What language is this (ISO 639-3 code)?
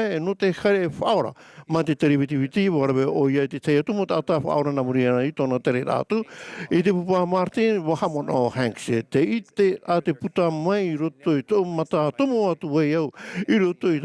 tah